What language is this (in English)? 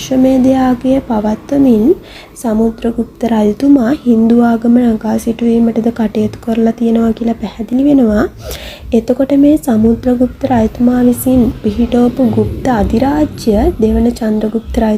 Sinhala